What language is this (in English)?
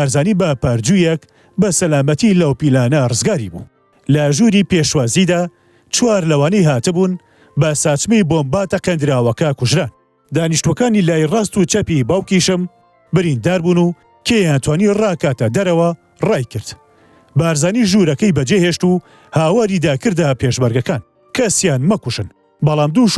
Central Kurdish